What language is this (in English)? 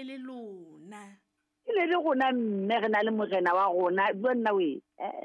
Southern Sotho